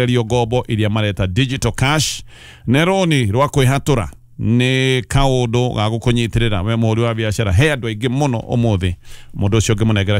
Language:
Kikuyu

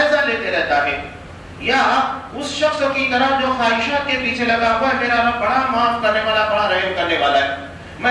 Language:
Urdu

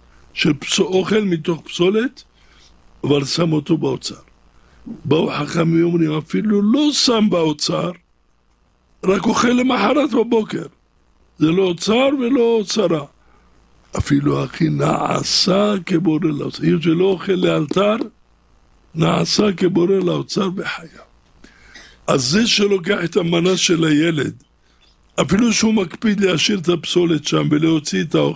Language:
Hebrew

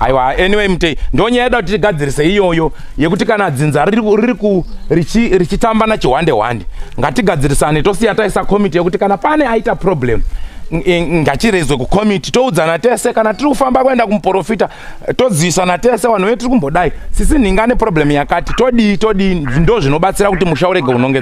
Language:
Shona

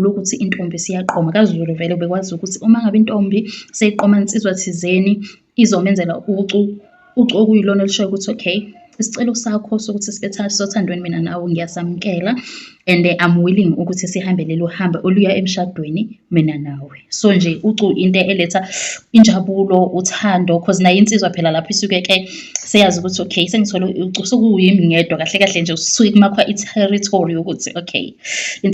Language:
Zulu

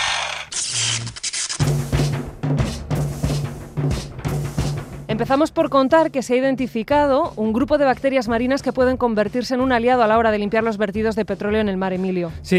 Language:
Spanish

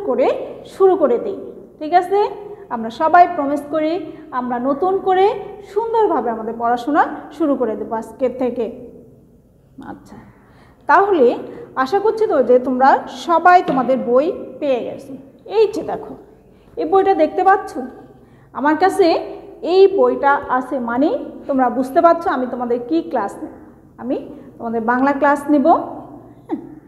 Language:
Bangla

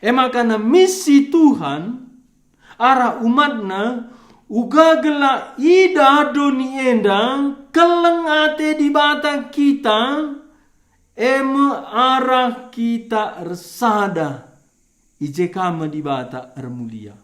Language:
Batak Karo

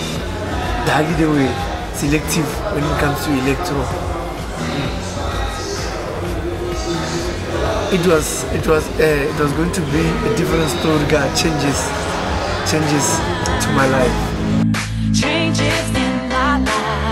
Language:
English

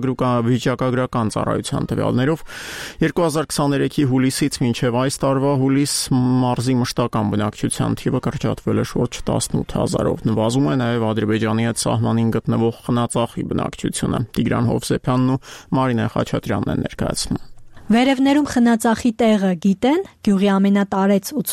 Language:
Armenian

